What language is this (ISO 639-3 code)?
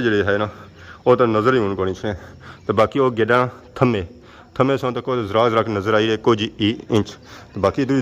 phr